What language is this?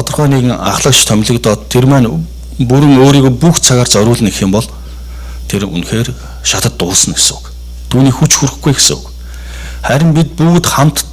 Mongolian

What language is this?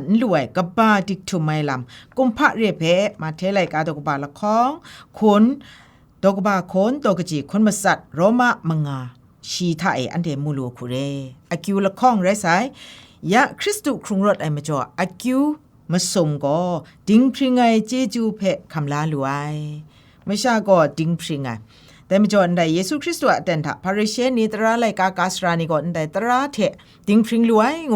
Kachin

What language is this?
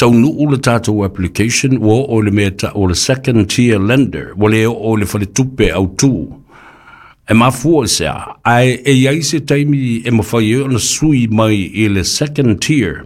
Samoan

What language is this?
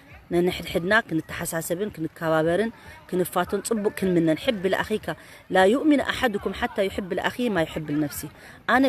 Tigrinya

